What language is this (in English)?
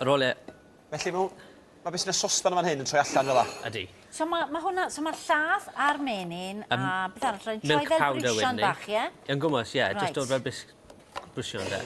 Welsh